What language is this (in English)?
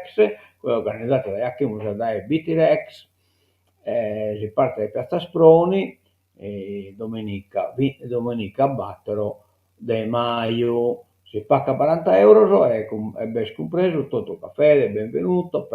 Sardinian